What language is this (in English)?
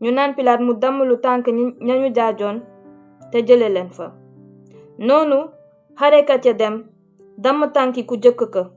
Wolof